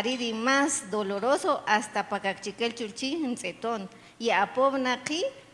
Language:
Kaqchikel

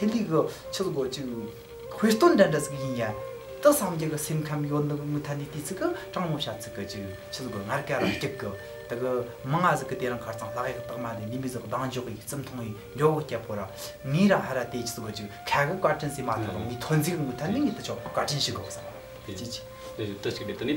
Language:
Tibetan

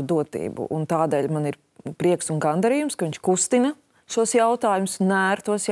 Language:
Latvian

